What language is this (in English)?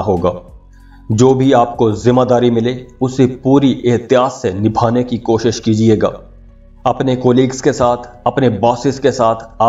Urdu